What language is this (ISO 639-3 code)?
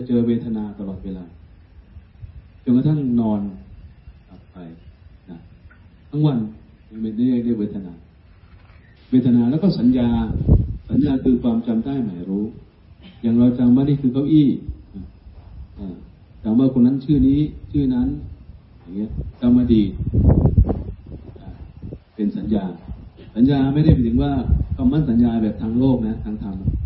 tha